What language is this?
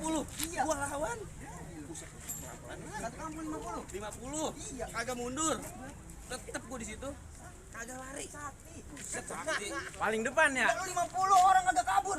Betawi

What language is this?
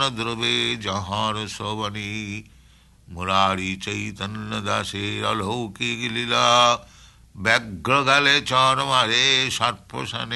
Bangla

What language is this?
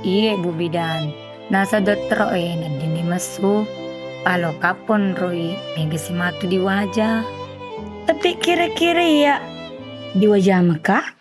Buginese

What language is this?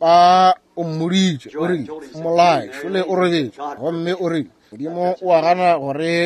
Northern Sotho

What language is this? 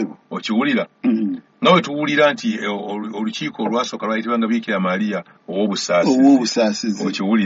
Ganda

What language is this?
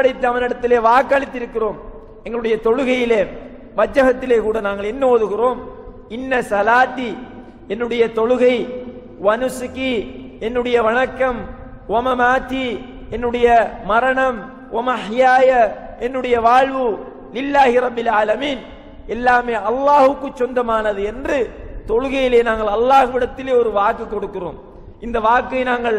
Tamil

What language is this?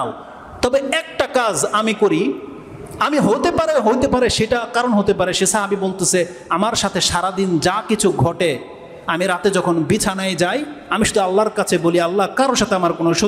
Bangla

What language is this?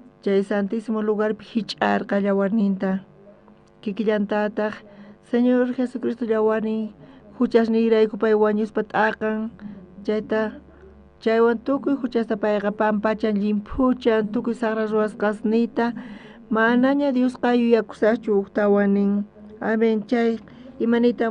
South Bolivian Quechua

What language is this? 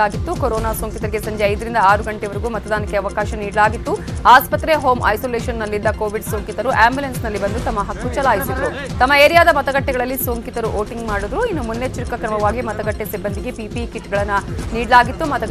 Kannada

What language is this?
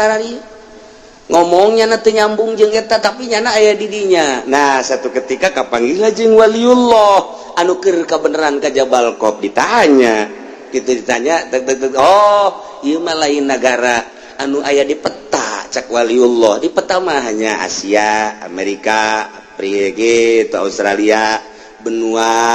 Sundanese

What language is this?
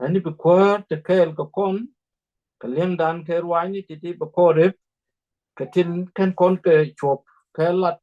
Nuer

